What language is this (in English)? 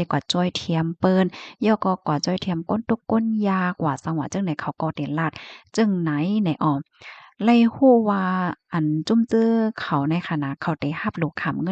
Shan